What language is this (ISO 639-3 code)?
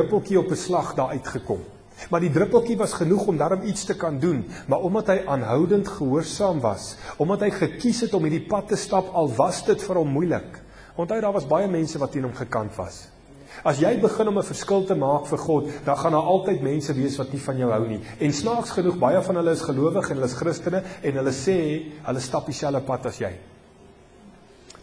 afr